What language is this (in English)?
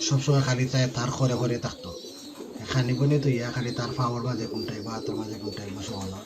Sylheti